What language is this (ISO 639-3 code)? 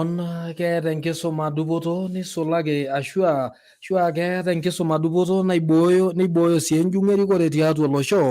mas